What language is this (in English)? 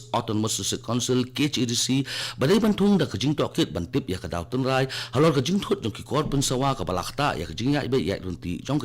Khasi